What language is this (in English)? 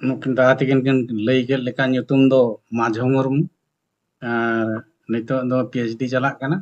Santali